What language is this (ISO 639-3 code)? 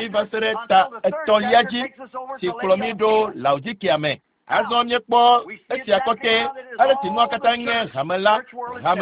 ewe